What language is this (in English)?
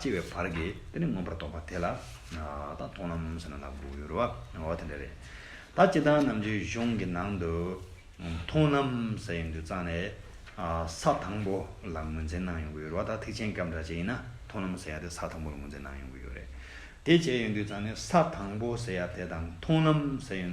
Tibetan